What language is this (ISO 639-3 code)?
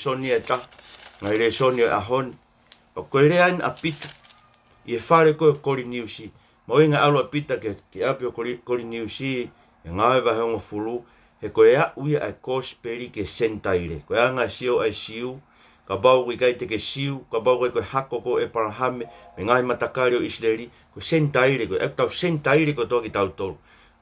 ton